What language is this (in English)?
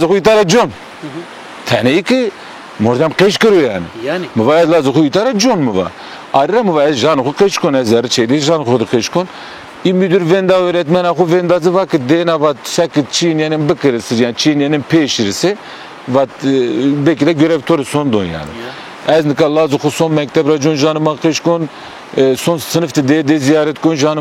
Zaza